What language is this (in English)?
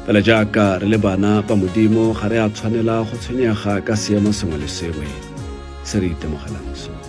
Tswana